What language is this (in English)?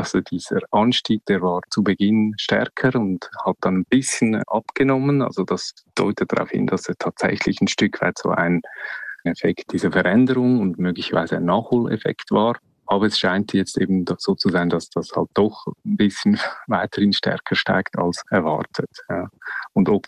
German